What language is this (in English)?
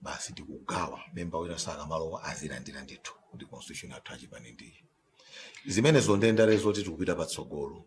Nyanja